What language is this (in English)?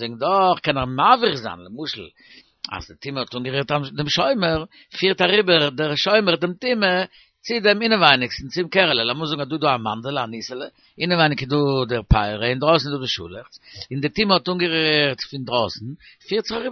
Yiddish